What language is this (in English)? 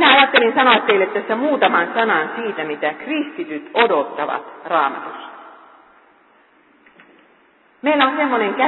Finnish